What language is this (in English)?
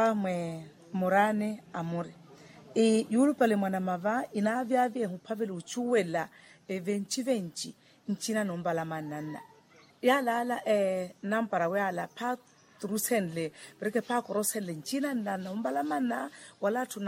Makhuwa